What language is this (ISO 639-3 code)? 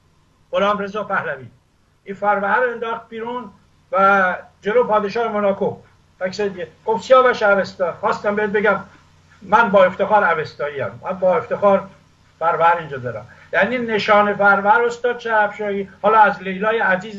fas